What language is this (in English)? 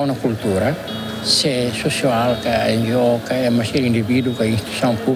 Tetum